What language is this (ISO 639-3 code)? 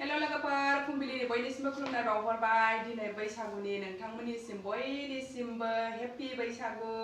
brx